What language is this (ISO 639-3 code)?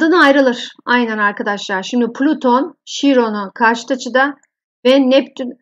tur